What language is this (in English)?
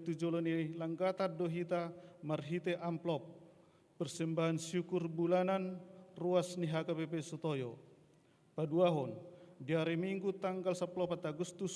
Batak Toba